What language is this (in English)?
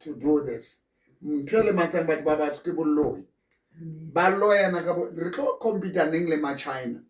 Southern Sotho